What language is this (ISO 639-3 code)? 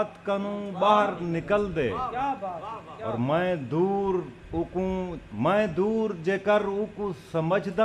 skr